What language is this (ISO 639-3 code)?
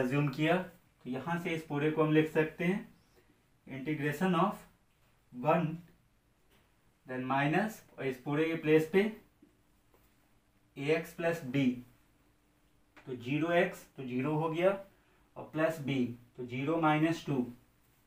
hin